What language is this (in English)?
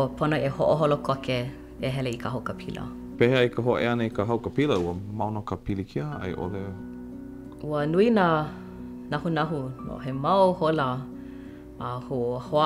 Hawaiian